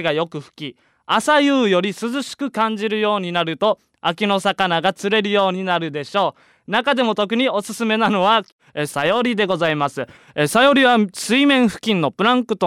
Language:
Japanese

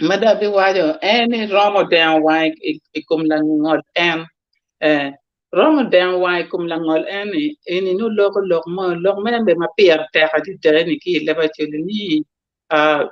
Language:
Acoli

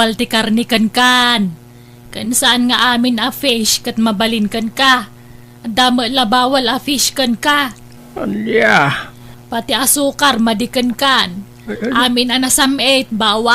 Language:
Iloko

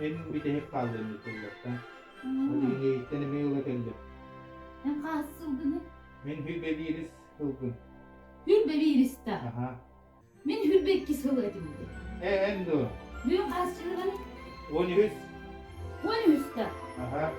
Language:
Yakut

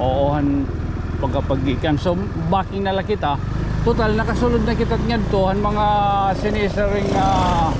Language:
Waray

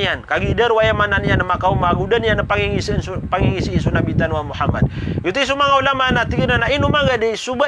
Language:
Maranao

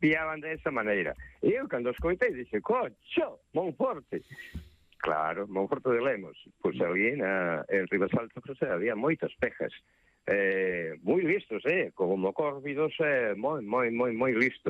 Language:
Galician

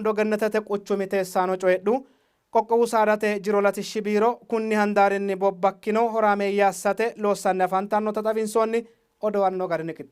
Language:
Sidamo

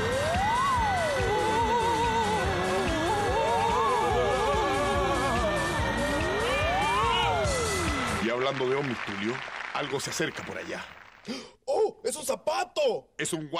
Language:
Spanish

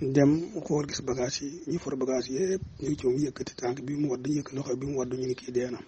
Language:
Wolof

